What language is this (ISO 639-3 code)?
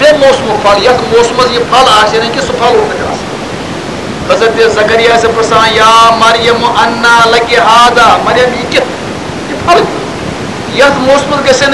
kas